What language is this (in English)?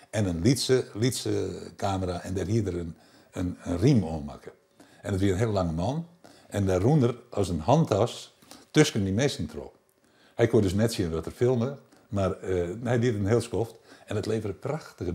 Western Frisian